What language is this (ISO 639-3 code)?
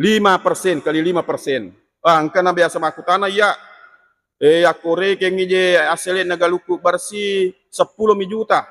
bug